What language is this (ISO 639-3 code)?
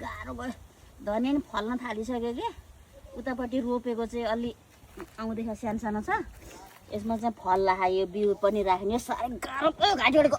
nep